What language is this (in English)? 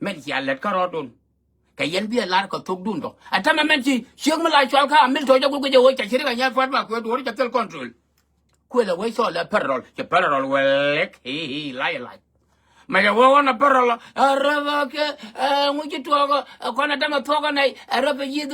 Nuer